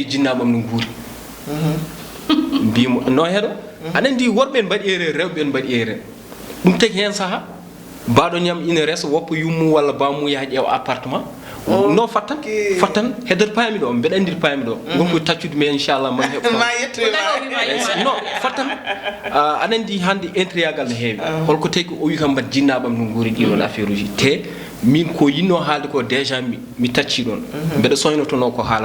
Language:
Fula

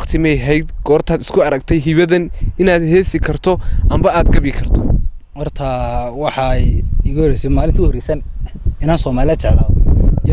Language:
Somali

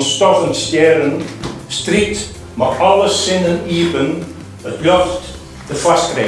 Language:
Western Frisian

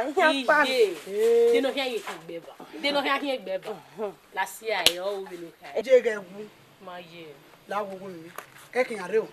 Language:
Bini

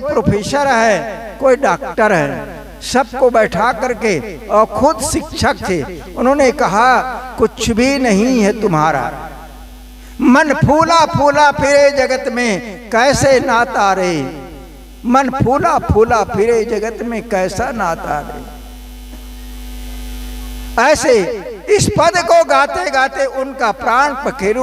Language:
Hindi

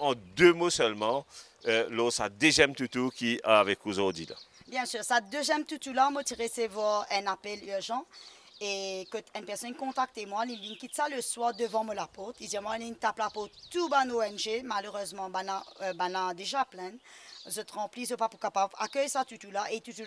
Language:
Morisyen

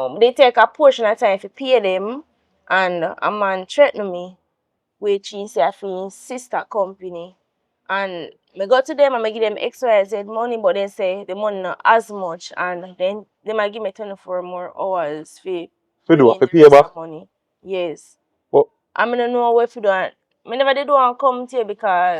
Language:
Jamaican Creole English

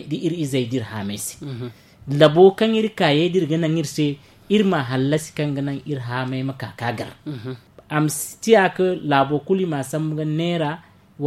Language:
Zarma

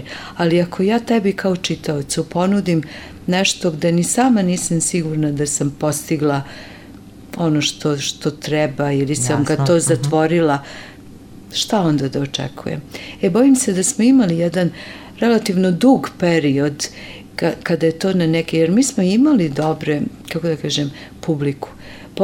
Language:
Serbian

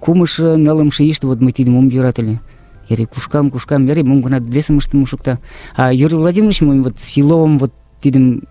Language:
Mari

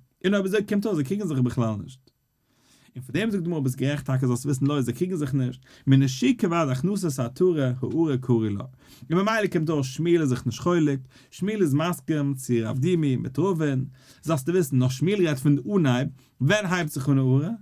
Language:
Yiddish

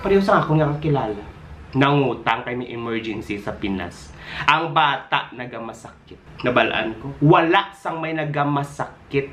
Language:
Hiligaynon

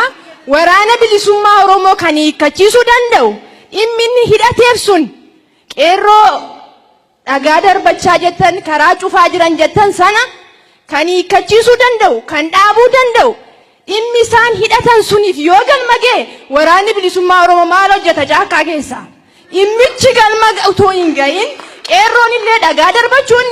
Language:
Oromo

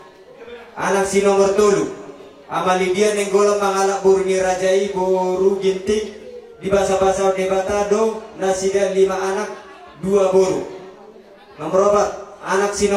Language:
Batak Toba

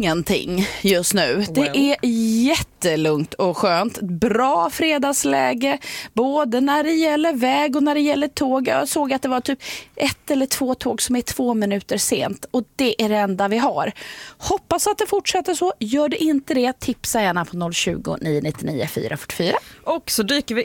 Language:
Swedish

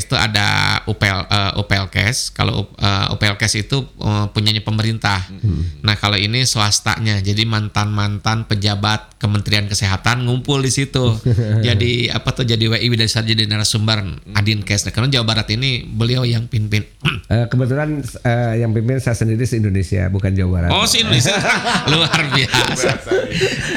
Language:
Indonesian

